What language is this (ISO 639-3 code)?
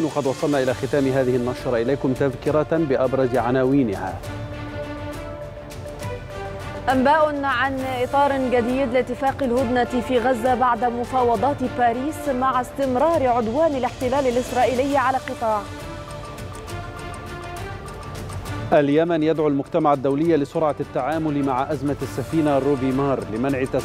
ara